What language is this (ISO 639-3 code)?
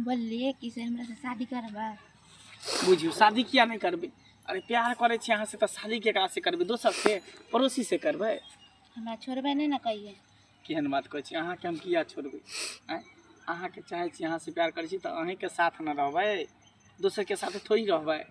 mai